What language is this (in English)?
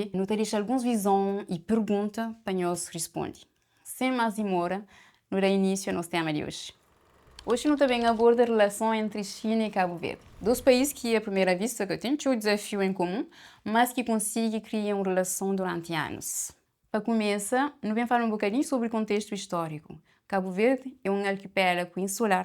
Kabuverdianu